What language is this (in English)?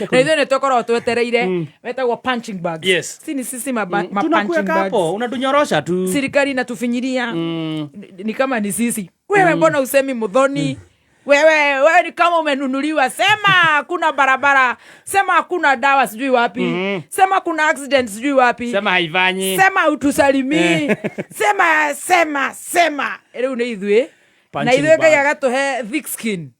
Kikuyu